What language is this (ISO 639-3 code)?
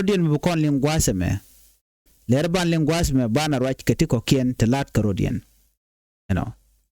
nus